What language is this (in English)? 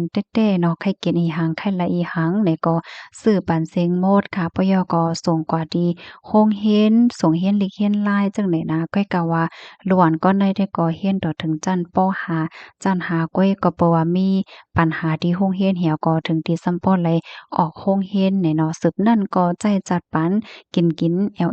Shan